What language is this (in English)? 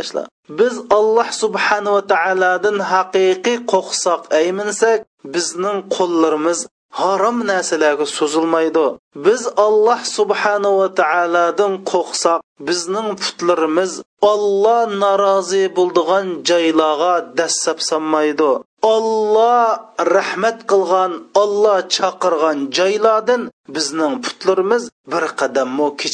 Uyghur